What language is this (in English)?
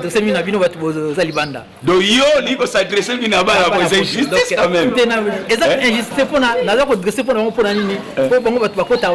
Lingala